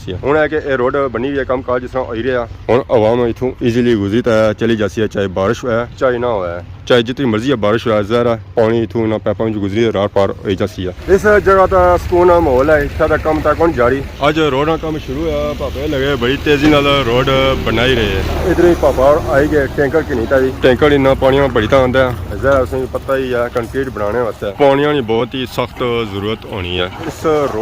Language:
Pahari-Potwari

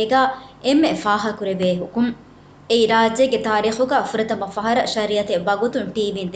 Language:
Divehi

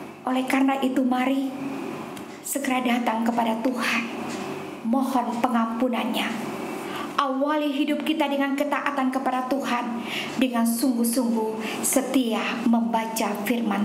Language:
Indonesian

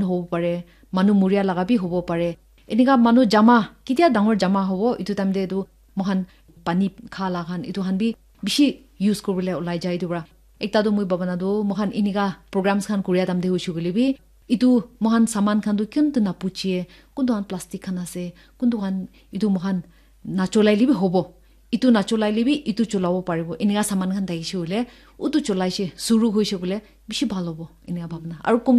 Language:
Naga Pidgin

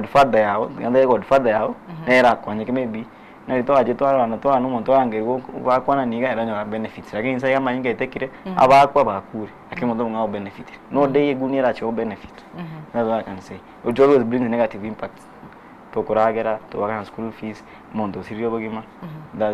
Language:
Gusii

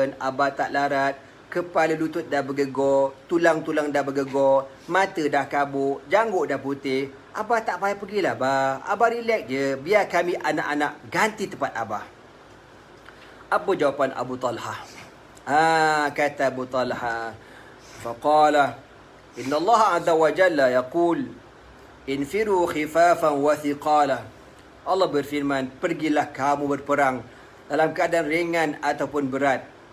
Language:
Malay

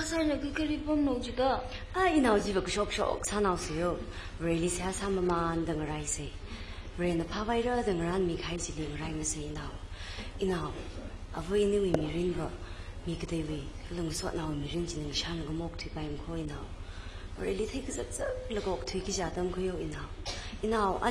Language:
Tangkhul Naga (India)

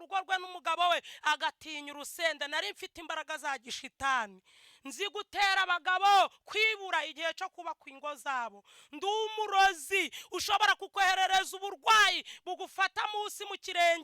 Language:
Kinyarwanda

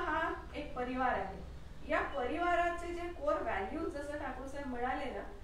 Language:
Marathi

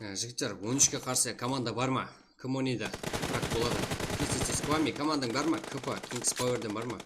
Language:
Kara-Kalpak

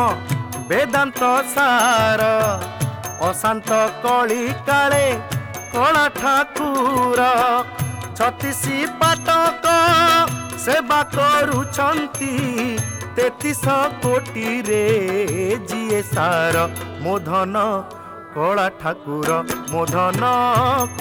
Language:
Odia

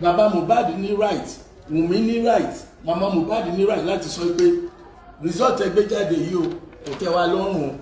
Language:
Yoruba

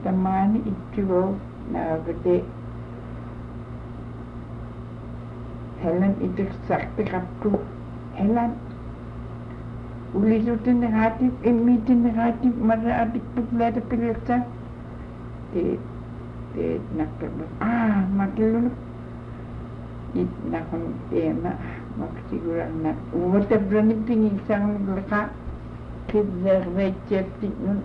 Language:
Indonesian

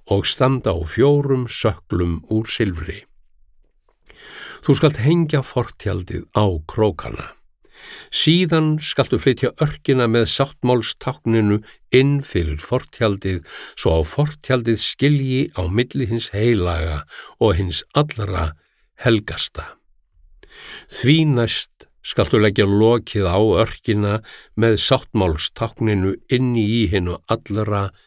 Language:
Icelandic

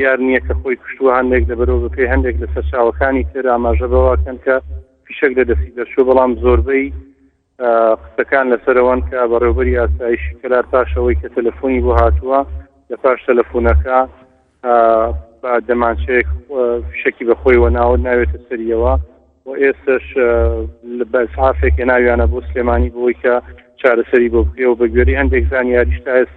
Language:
Central Kurdish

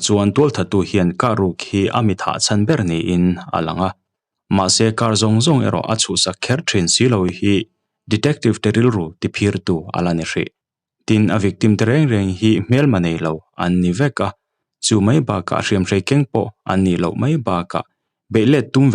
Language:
Mizo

